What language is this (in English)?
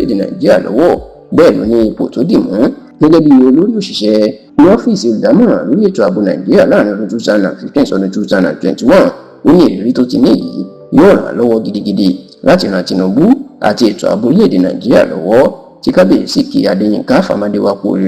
Yoruba